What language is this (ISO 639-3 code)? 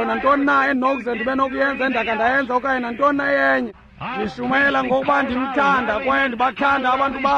xho